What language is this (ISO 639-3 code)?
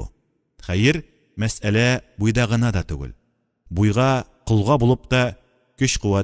tat